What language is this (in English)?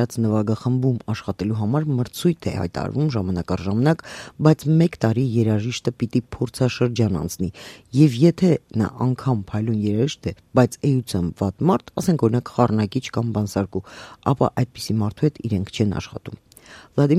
Armenian